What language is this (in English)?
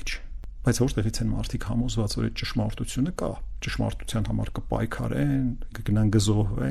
Armenian